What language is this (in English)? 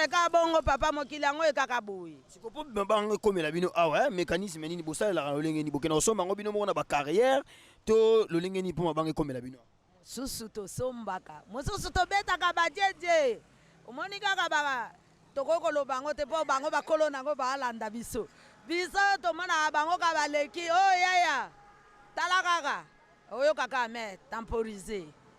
Lingala